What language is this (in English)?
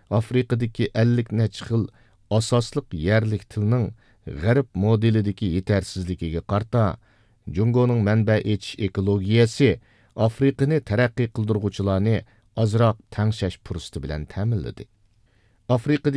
Uyghur